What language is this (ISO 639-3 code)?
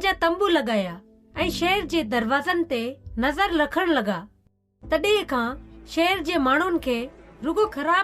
snd